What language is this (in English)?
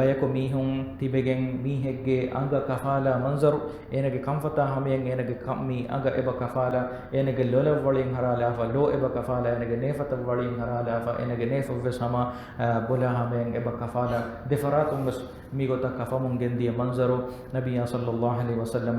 Divehi